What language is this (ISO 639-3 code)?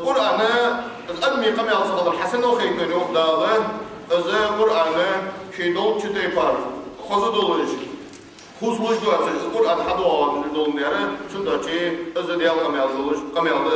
inh